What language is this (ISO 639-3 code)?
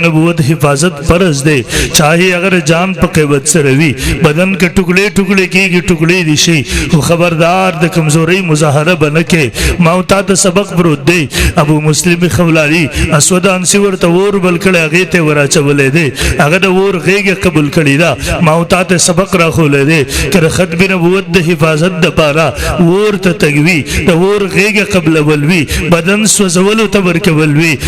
pus